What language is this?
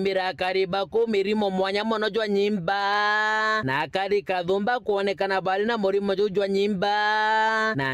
Meru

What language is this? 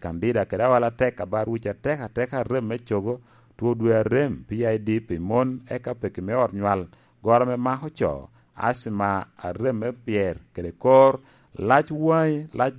Lango (Uganda)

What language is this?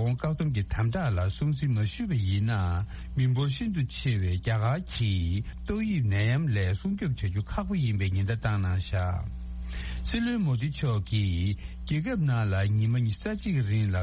Tibetan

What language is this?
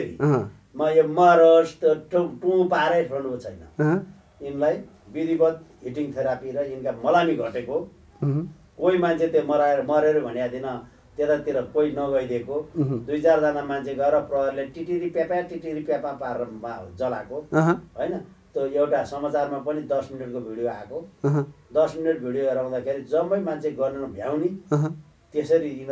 Nepali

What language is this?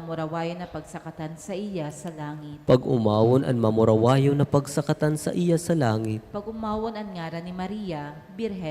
Bikol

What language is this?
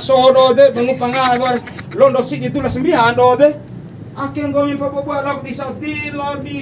Bima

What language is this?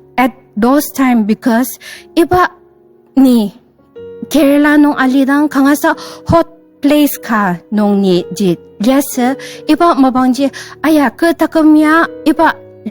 Ao Naga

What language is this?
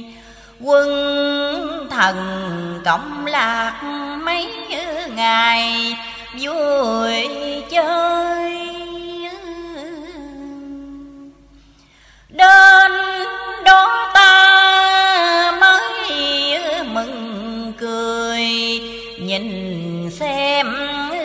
Vietnamese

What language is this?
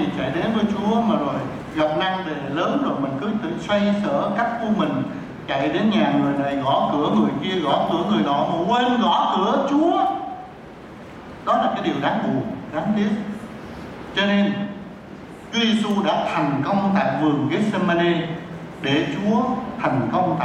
Vietnamese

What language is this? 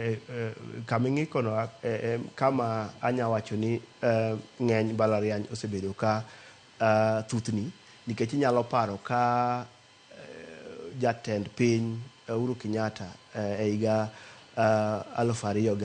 Luo (Kenya and Tanzania)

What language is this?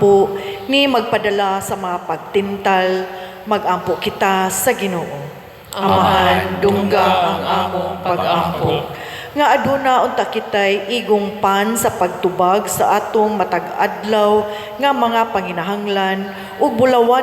Cebuano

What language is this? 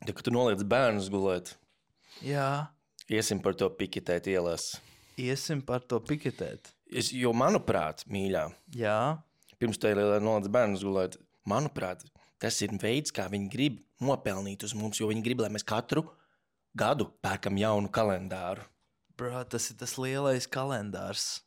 Latvian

